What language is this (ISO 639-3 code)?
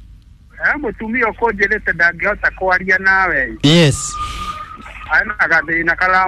kik